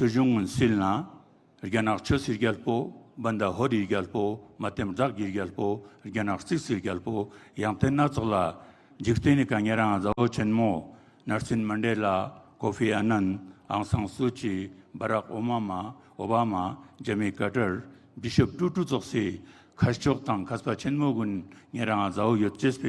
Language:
Ladakhi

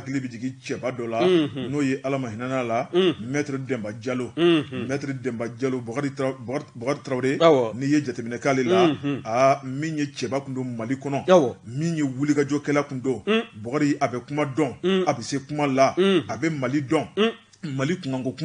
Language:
Bambara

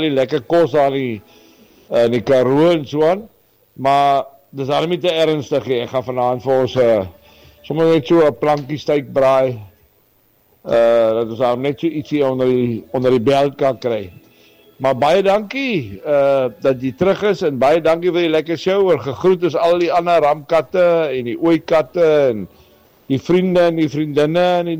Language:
Afrikaans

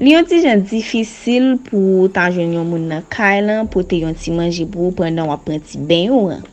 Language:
Haitian Creole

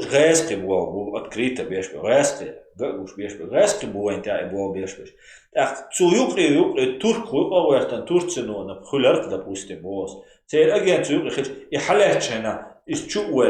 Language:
Chechen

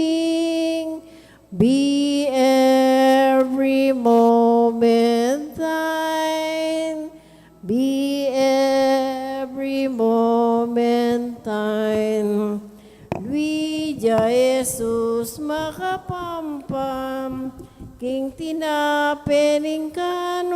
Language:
Pampanga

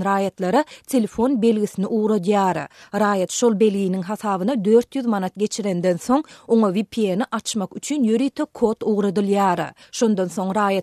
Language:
Turkmen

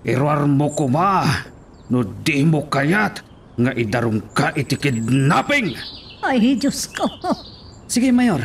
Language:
Iloko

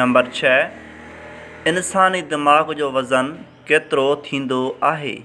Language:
Sindhi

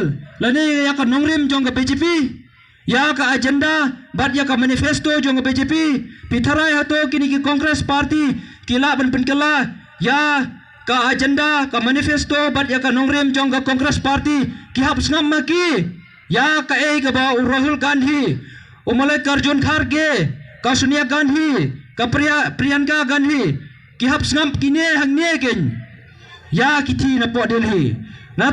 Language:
Khasi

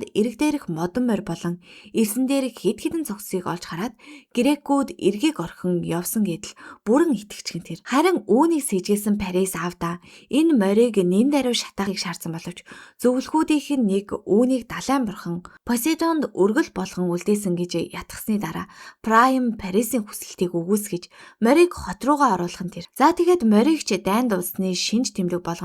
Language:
Mongolian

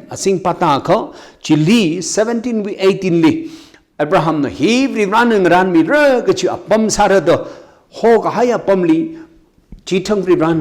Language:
Tangkhul Naga (India)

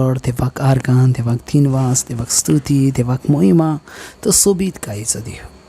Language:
Konkani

